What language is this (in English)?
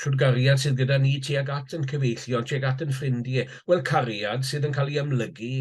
Welsh